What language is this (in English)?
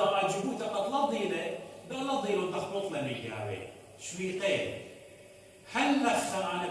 Assyrian Neo-Aramaic